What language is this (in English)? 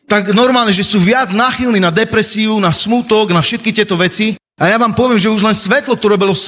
Slovak